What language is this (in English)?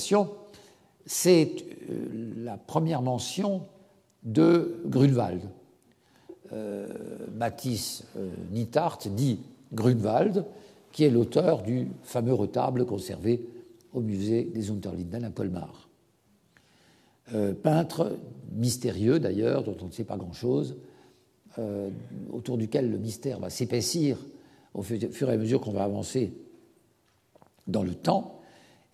French